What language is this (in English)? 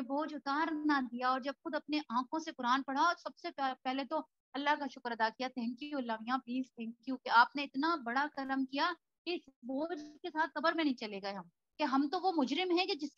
Urdu